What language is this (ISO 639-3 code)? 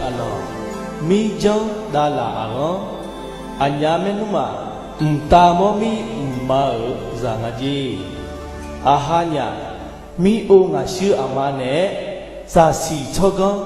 ahk